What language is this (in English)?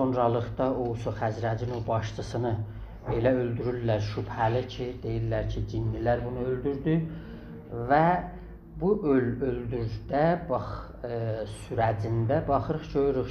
South Azerbaijani